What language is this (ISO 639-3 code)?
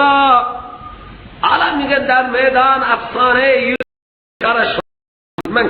fas